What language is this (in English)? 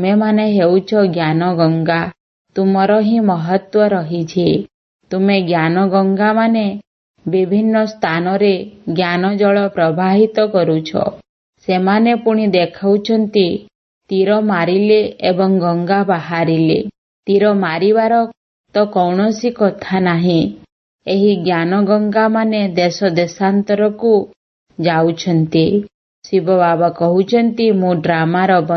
Odia